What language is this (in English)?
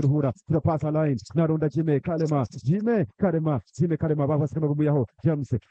Nyankole